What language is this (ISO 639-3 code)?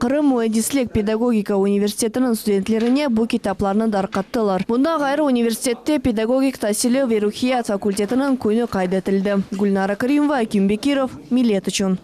crh